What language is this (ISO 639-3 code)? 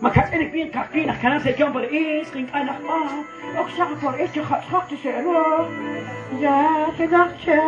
kek